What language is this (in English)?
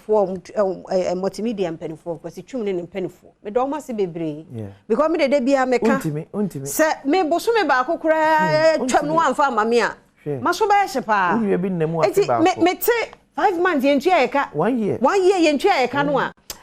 Akan